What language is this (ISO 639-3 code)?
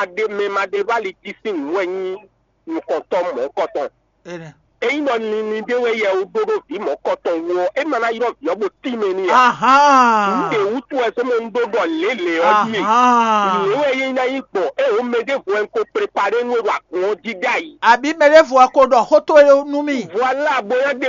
fon